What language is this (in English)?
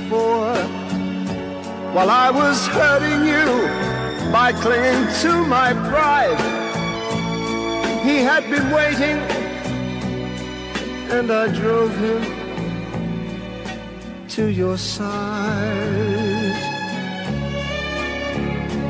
English